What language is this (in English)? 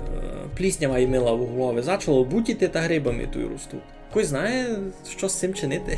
Rusyn